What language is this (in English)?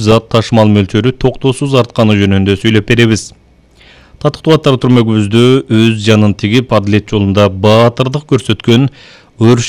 Kyrgyz